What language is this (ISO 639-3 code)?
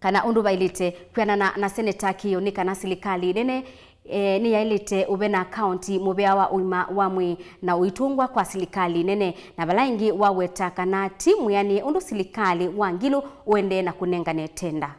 kam